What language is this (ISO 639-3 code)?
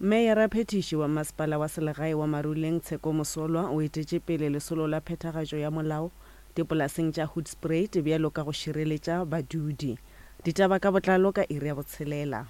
nso